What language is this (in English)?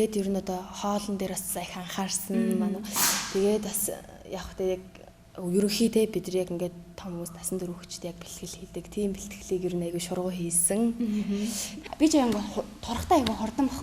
Mongolian